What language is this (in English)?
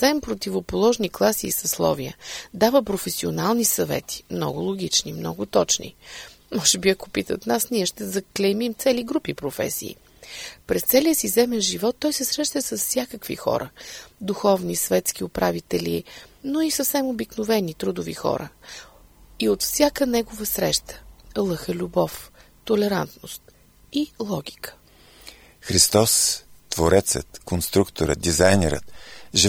Bulgarian